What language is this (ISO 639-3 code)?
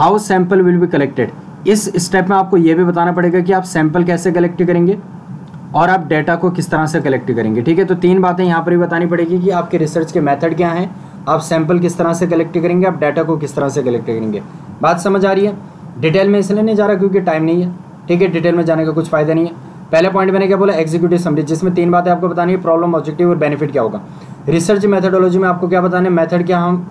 hin